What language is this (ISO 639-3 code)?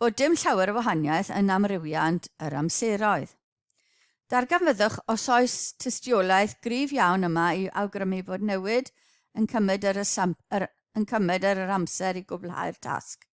cym